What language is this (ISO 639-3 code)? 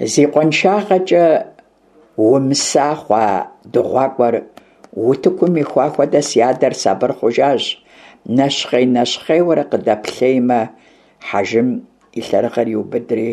kbd